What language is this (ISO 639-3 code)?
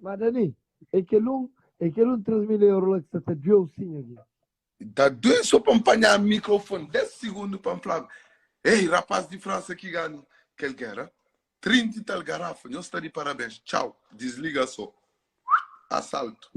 kea